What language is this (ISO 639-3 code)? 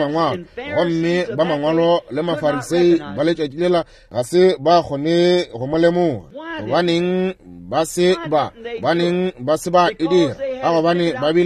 nso